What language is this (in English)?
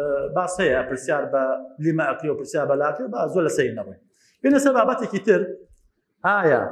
Central Kurdish